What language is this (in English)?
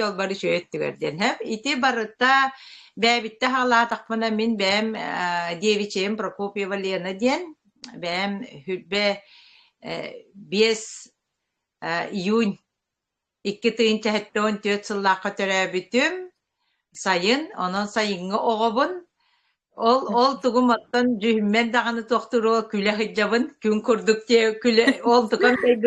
Yakut